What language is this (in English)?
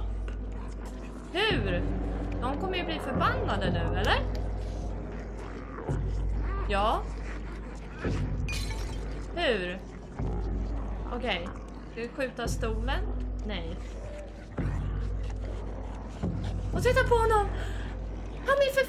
Swedish